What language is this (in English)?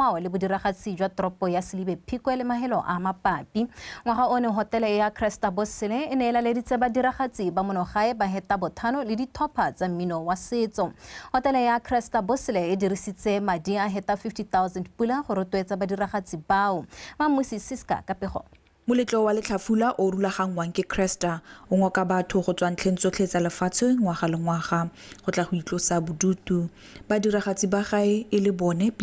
Tswana